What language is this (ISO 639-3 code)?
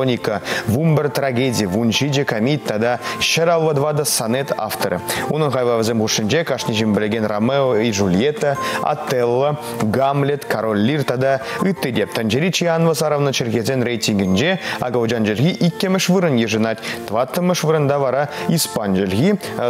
chv